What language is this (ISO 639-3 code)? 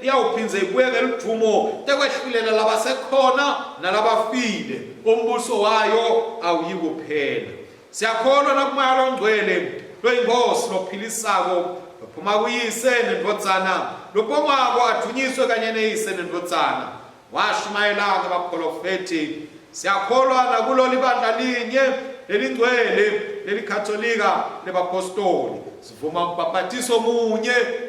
ssw